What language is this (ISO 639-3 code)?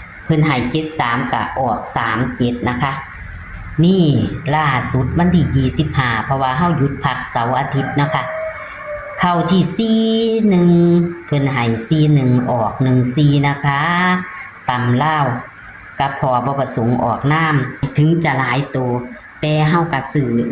tts